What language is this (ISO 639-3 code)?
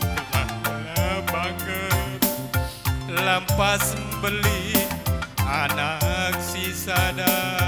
btx